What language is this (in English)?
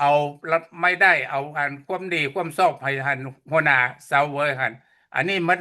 Lao